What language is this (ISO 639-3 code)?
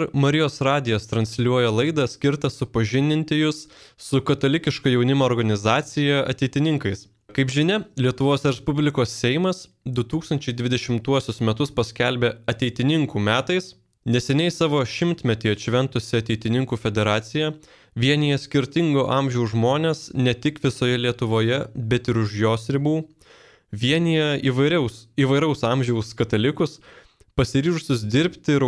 lit